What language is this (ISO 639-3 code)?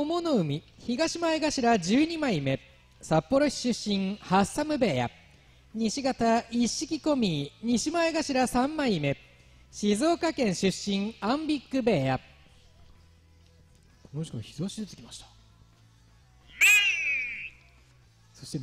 jpn